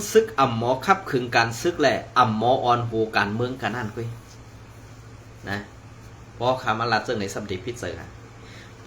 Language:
Shan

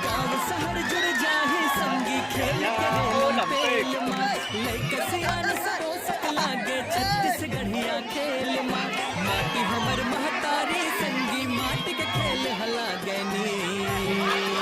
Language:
Chhattisgarhi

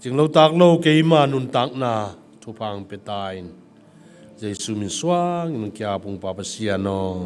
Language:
Tedim Chin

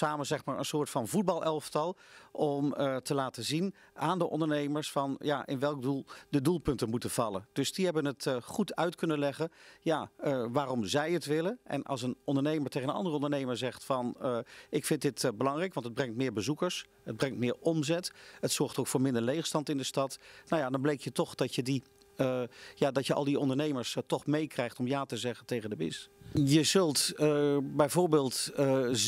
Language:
Dutch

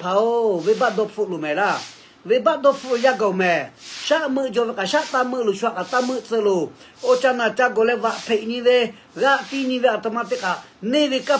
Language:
Lahu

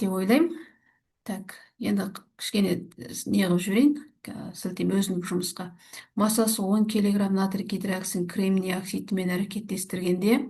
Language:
Kazakh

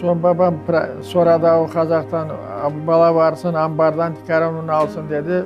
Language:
Crimean Tatar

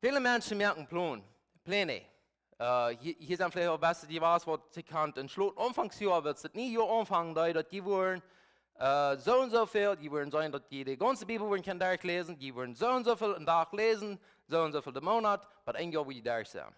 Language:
Plautdietsch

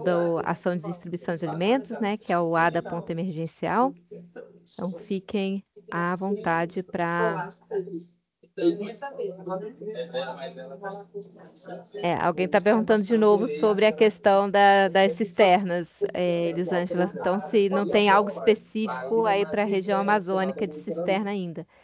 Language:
Portuguese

